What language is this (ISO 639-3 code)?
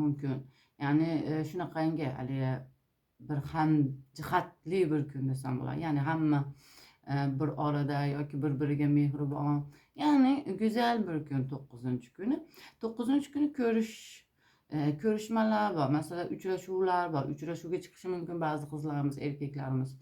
uzb